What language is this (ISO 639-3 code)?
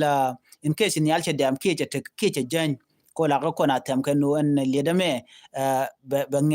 nus